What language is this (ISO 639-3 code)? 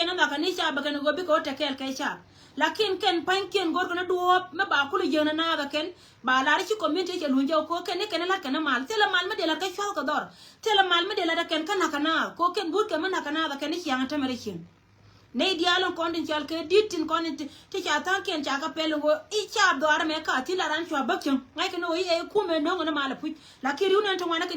nus